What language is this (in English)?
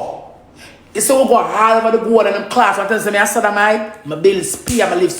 Jamaican Creole English